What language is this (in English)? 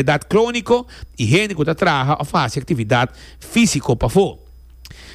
Papiamento